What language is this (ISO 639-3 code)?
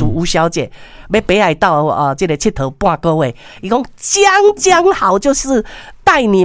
nan